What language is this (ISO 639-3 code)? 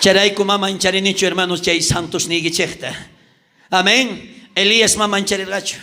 quh